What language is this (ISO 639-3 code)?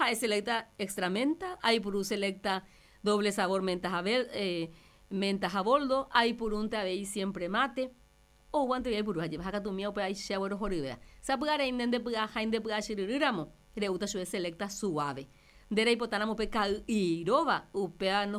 grn